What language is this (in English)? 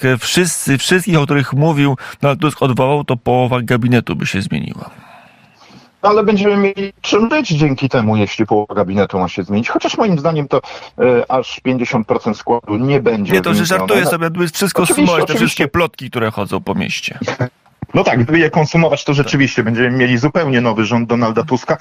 Polish